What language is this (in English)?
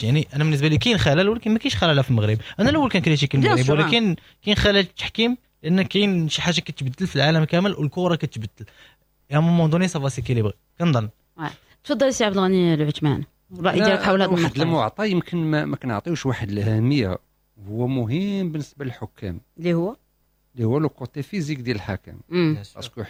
Moroccan Arabic